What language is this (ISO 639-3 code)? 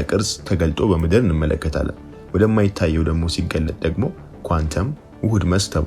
amh